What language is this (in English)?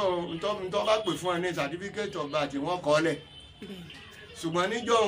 Yoruba